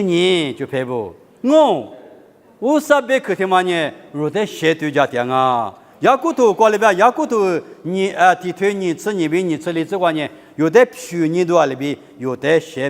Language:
Lisu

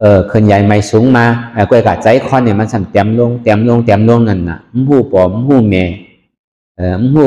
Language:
Shan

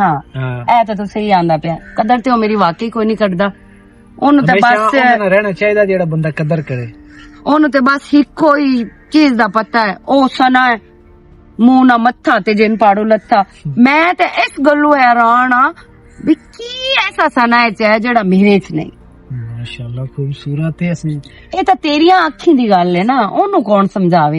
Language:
Western Panjabi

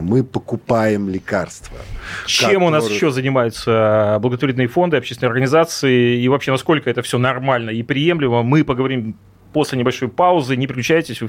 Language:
Russian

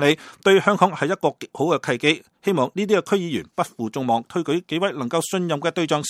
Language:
Cantonese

